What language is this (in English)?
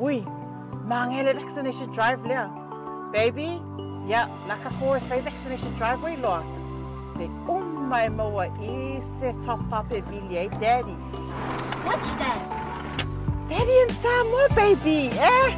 Samoan